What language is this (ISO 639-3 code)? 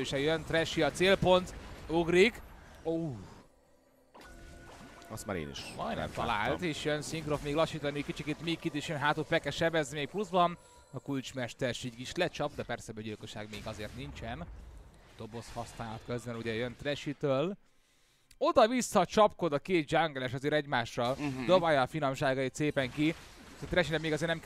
hun